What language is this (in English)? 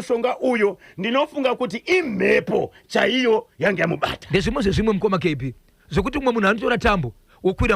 Shona